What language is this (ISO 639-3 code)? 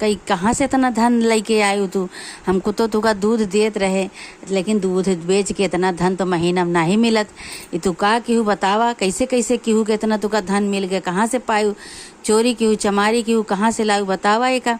awa